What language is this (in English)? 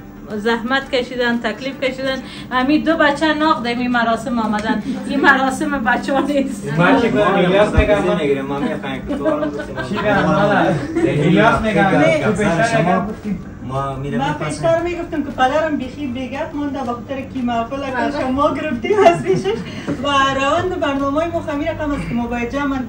Persian